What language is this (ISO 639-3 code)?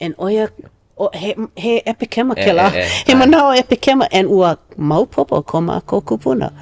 haw